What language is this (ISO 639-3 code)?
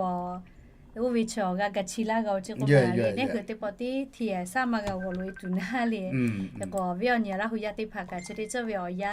lhu